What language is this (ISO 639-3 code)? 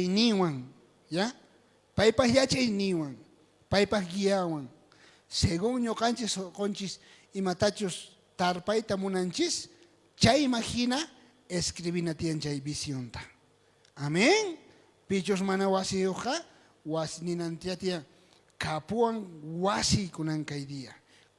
quh